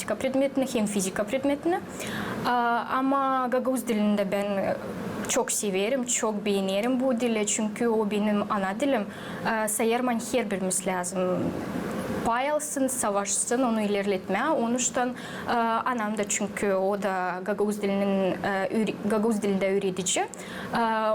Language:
Gagauz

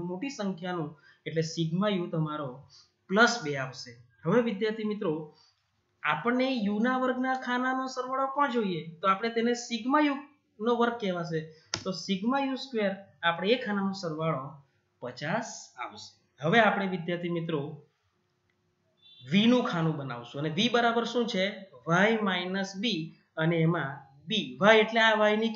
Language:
Gujarati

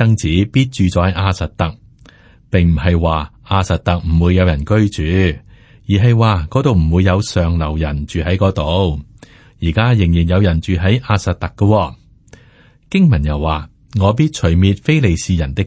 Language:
Cantonese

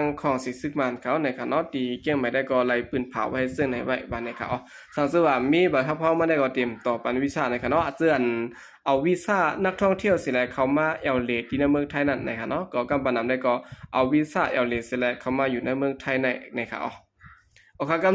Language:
Shan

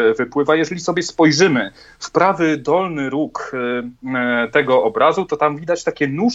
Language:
Polish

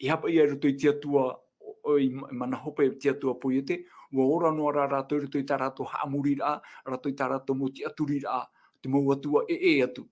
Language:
Tahitian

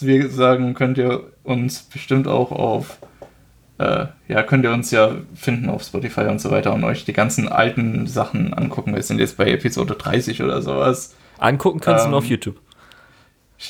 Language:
German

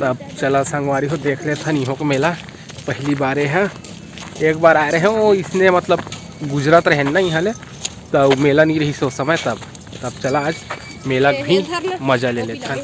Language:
Chhattisgarhi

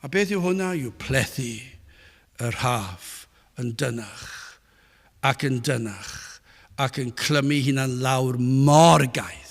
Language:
Welsh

